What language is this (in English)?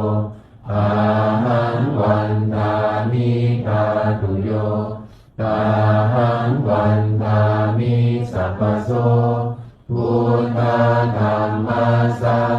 Pali